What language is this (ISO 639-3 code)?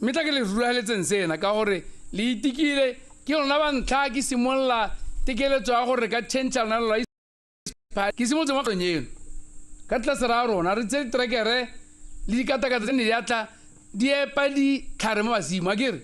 tsn